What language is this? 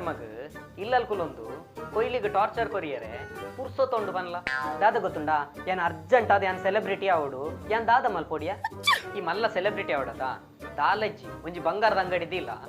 Tulu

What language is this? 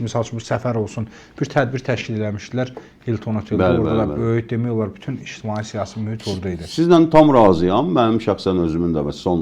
Azerbaijani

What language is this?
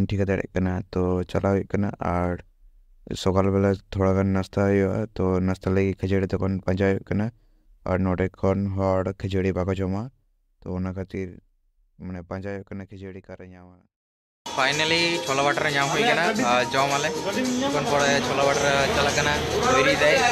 Santali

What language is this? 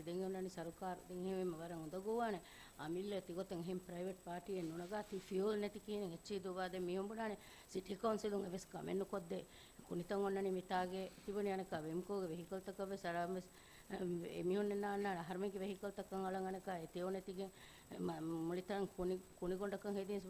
Divehi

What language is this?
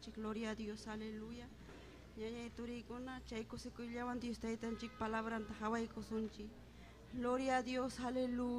Ayacucho Quechua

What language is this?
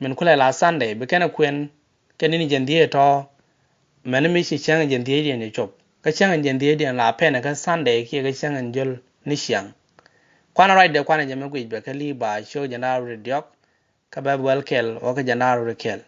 Nuer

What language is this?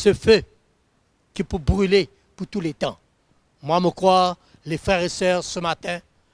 Morisyen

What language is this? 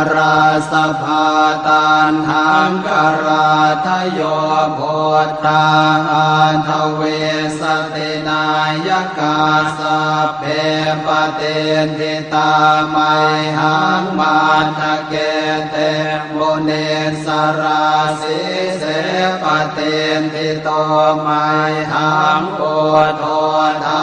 Pali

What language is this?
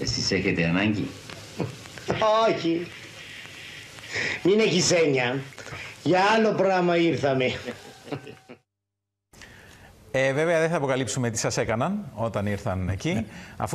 Greek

